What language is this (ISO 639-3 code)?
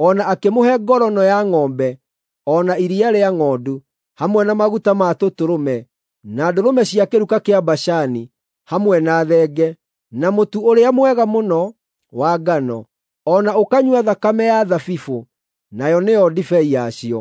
kik